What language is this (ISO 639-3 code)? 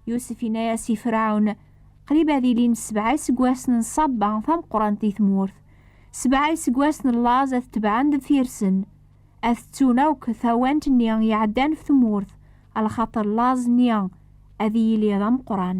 kab